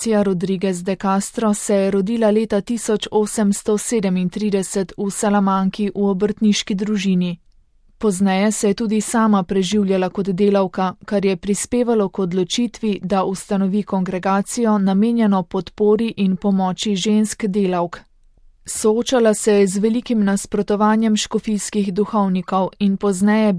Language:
Slovenian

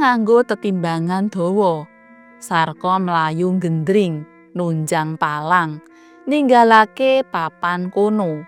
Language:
Javanese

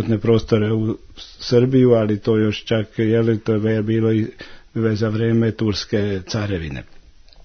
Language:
Serbian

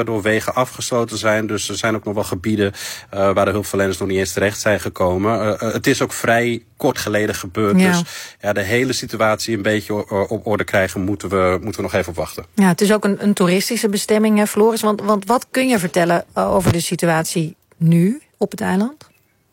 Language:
Dutch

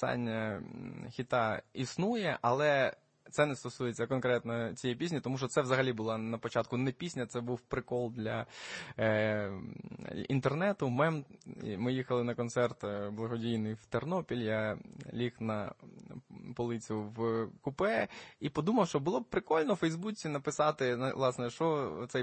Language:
Ukrainian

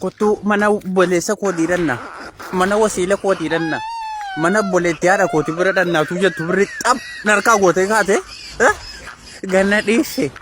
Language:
Oromo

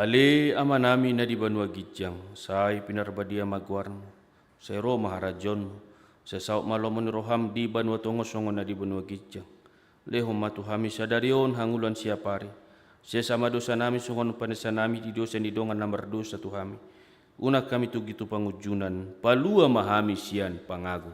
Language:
Batak Toba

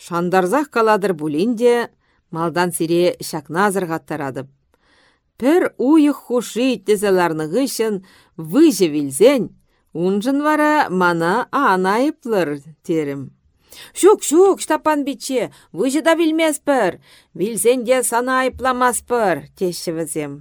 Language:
Chuvash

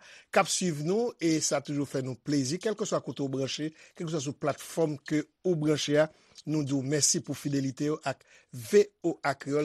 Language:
Haitian Creole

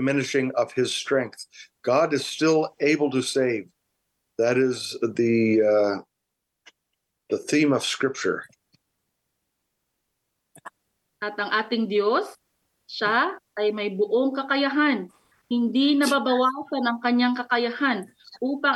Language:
Filipino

